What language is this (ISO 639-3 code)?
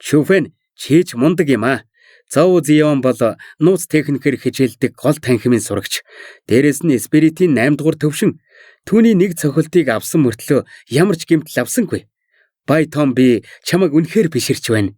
mon